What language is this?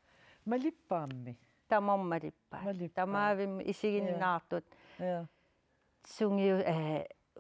Kalaallisut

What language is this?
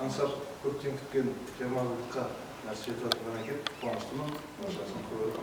Kara-Kalpak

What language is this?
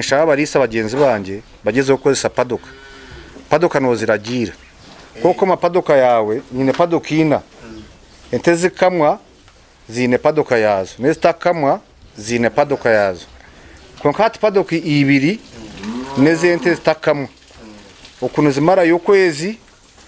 Nyankole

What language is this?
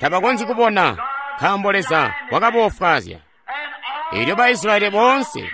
Tonga (Zambia)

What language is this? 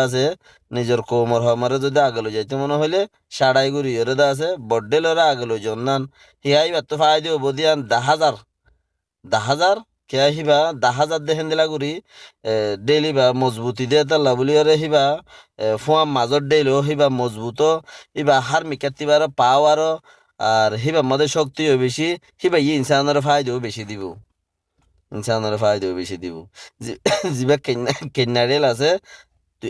Rohingya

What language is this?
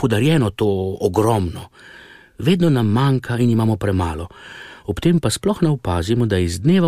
Slovenian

